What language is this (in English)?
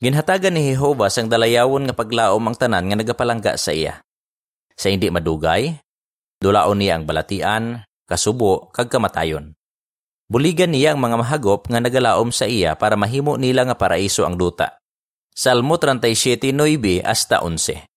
Hiligaynon